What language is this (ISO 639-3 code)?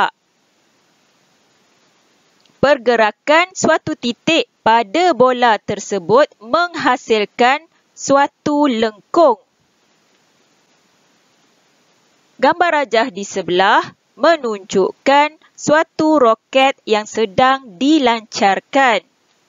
msa